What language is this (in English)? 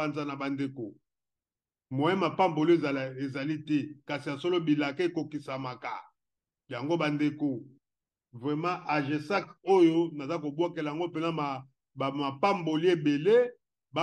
Lingala